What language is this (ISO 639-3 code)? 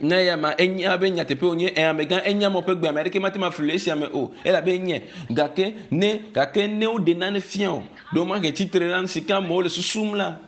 ewe